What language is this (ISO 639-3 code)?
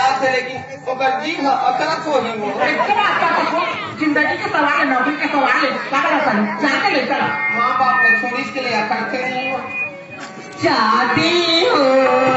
hne